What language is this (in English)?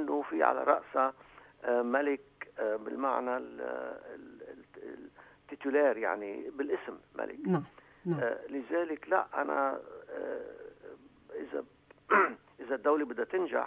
North Levantine Arabic